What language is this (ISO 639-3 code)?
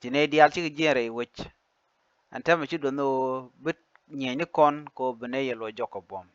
nus